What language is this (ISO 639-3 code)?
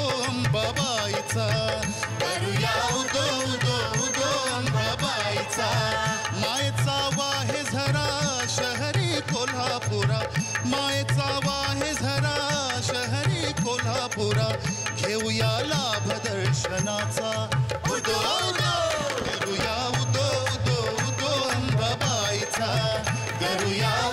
mar